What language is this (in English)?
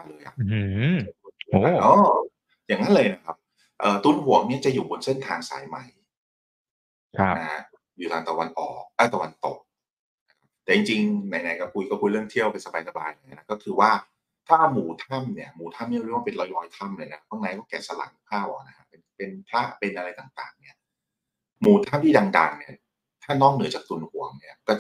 Thai